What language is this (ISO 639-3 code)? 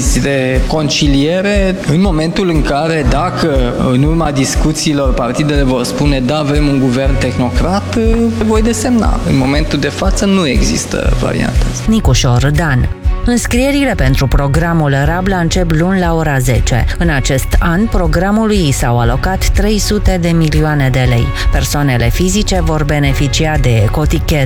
ron